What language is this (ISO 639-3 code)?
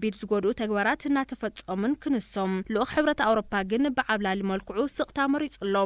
tir